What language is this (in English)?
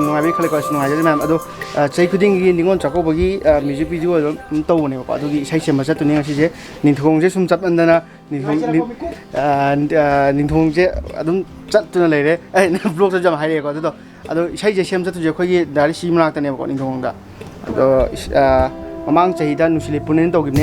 Manipuri